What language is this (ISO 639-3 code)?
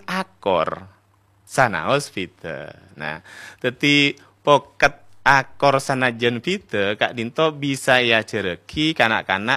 mad